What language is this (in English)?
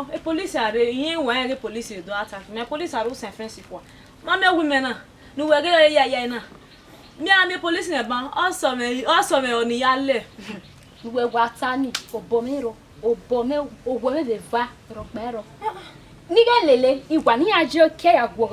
Bini